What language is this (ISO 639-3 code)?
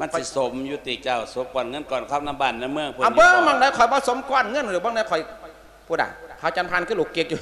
lao